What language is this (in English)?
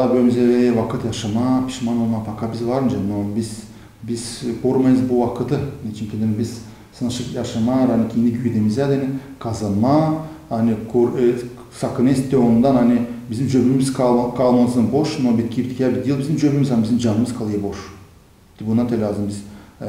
Gagauz